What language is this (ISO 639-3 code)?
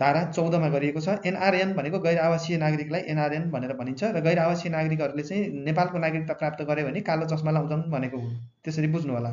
nep